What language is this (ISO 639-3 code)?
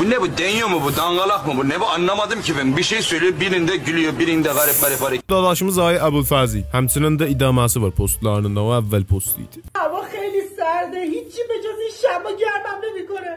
azb